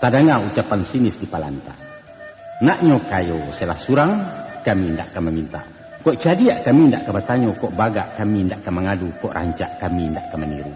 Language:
Minangkabau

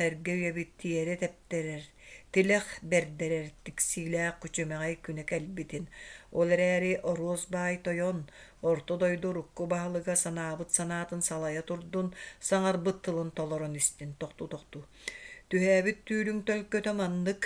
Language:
Yakut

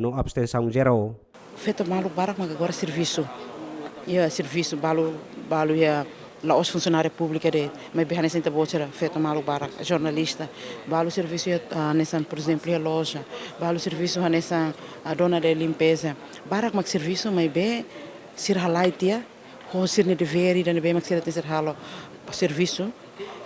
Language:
Tetum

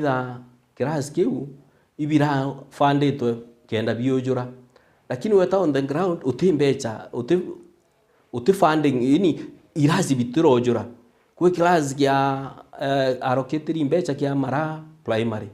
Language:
Meru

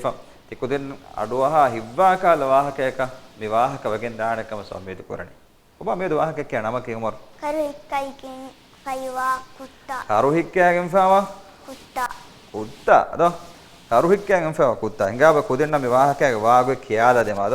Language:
Divehi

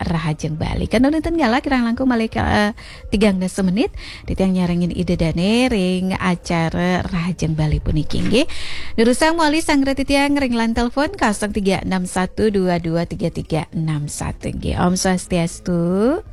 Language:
Balinese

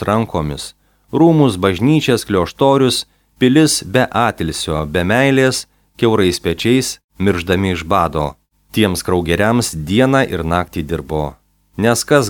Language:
Lithuanian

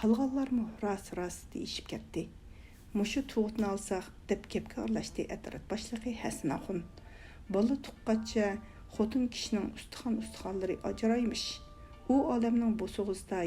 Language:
Uyghur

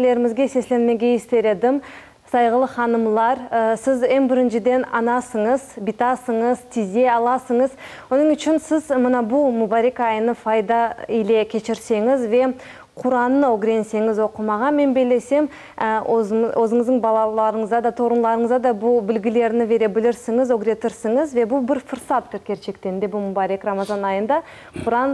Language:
Crimean Tatar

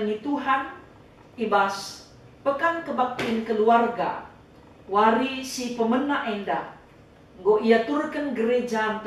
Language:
Batak Karo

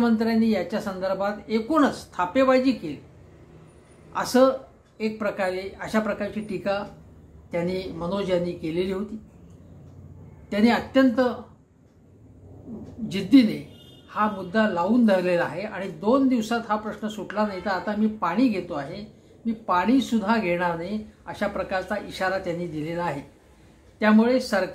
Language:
Marathi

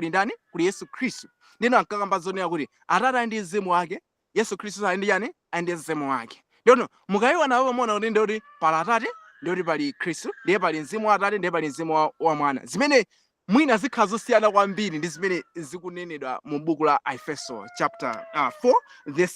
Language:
Nyanja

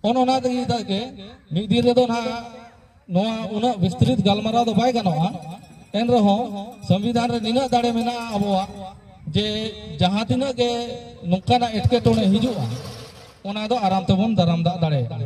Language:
Santali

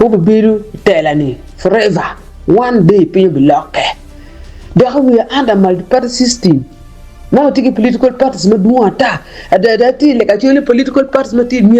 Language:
Acoli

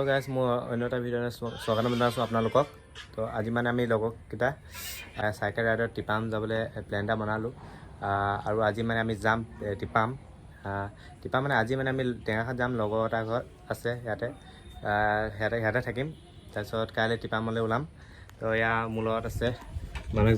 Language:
Assamese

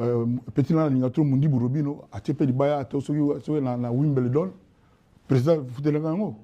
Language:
Lingala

